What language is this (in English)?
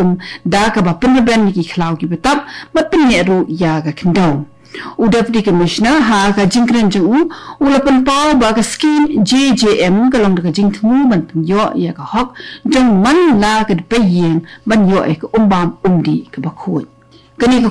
Khasi